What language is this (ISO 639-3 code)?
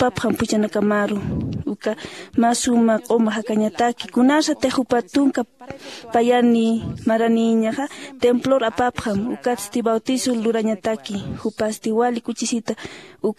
aym